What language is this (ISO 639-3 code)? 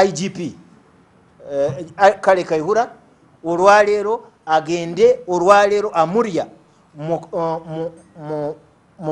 lug